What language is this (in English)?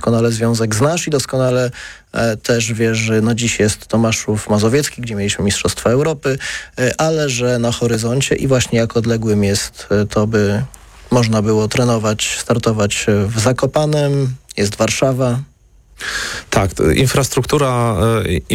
Polish